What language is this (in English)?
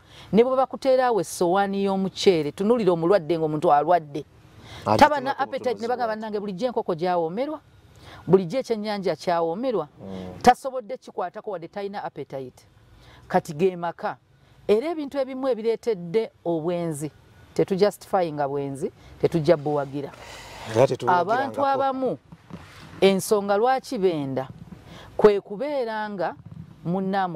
Ganda